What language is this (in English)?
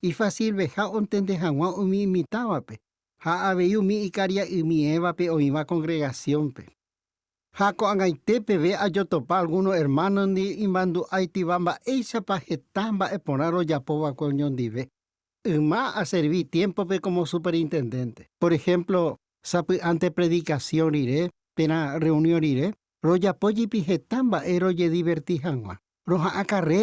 Guarani